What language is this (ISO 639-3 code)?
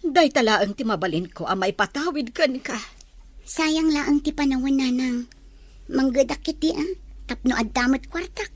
ilo